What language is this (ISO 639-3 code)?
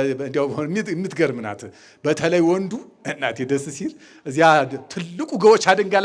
amh